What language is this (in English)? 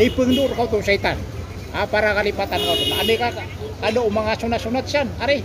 Maranao